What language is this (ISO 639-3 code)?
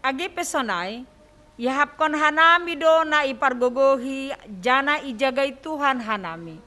bts